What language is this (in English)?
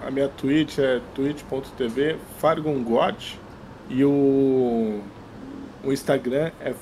Portuguese